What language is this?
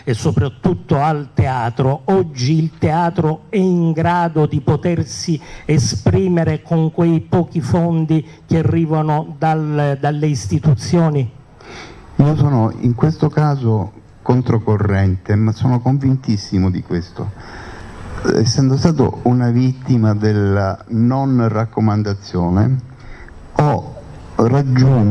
Italian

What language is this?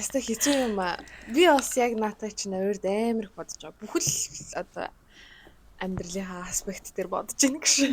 Mongolian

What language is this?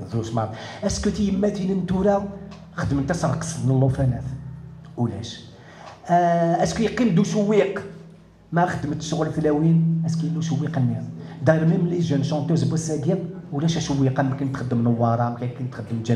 Kabyle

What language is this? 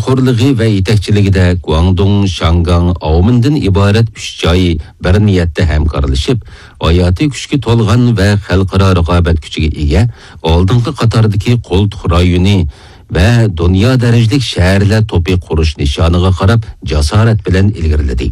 Uyghur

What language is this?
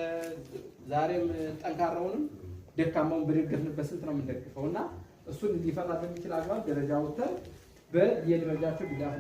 Amharic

